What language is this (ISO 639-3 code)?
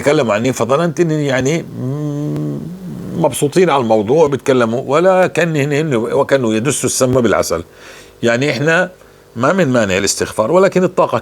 apc